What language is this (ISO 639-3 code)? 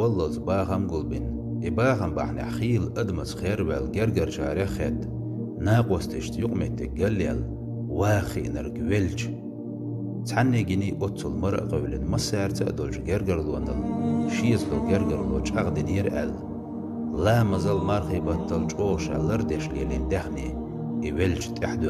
che